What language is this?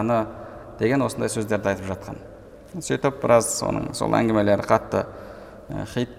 Kazakh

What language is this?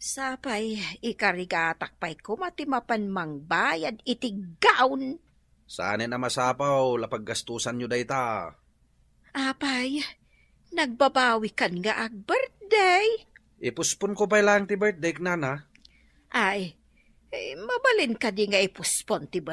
Iloko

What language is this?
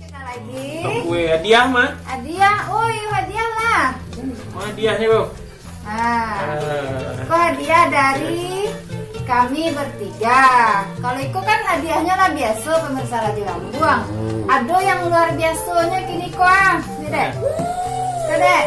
Minangkabau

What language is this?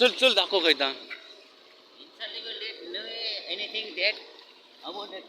Konkani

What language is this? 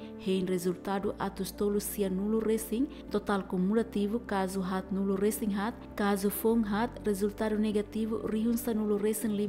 Tetum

